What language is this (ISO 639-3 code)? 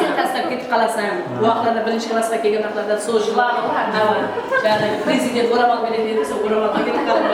kaa